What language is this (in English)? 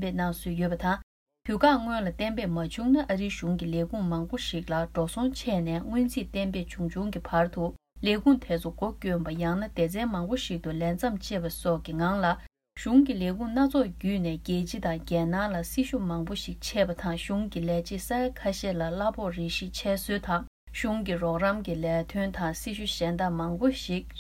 Tibetan